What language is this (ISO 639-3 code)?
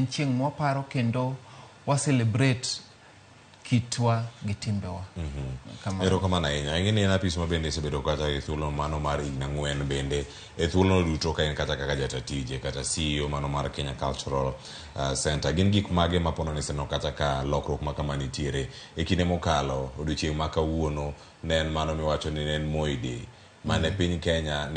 luo